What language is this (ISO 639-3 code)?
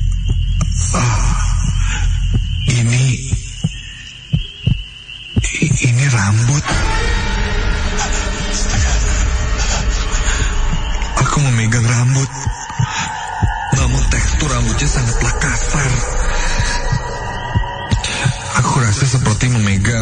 ind